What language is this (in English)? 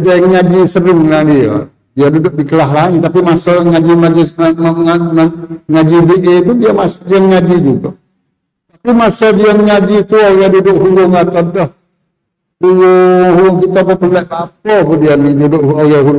Malay